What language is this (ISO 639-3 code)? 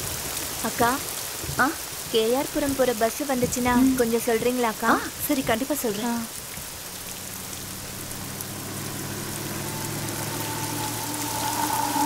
tam